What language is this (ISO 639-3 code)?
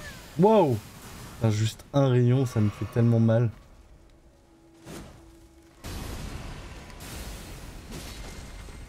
fra